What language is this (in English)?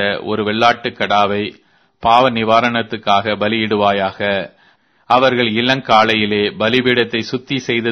Tamil